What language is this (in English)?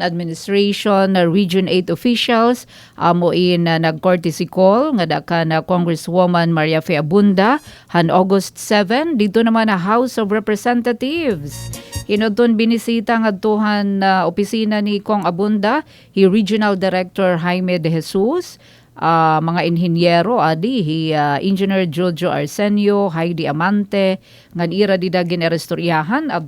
Waray